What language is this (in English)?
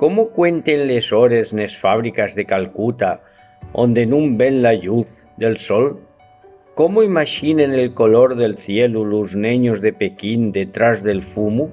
Asturian